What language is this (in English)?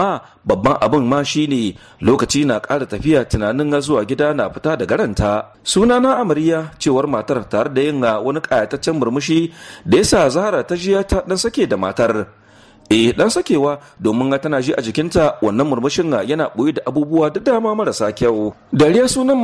Hausa